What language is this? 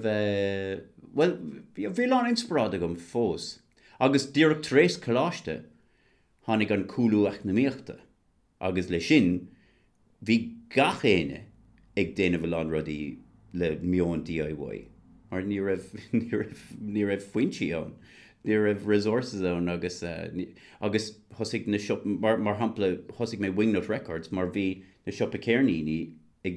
Irish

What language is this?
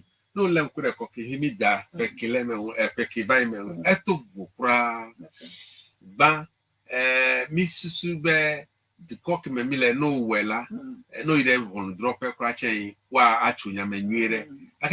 Ewe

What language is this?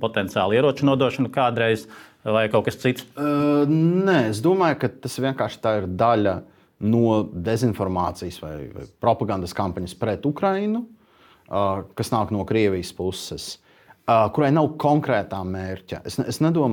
Latvian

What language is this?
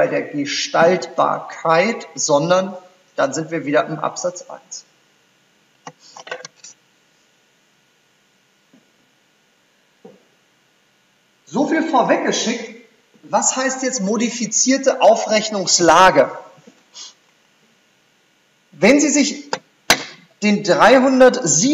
German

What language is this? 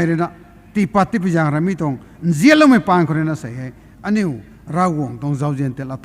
Rongmei Naga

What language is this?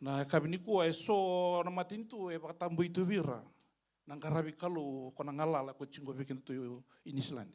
Fijian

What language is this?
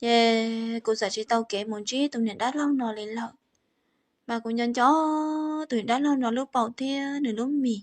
Hmong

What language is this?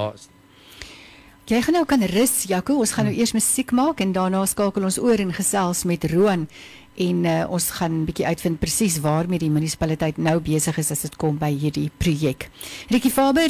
Afrikaans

